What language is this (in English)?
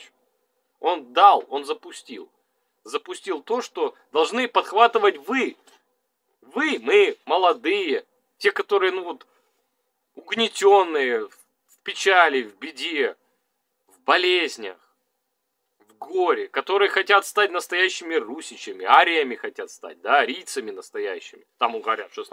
Russian